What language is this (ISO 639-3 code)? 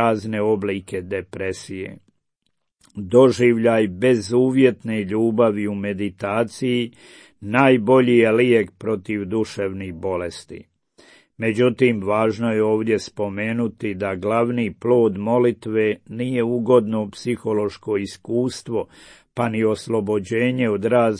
hrv